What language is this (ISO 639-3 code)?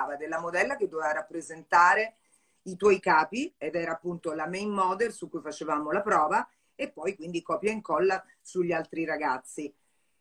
ita